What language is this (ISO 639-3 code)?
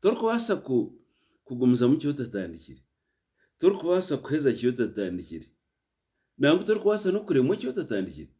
nyn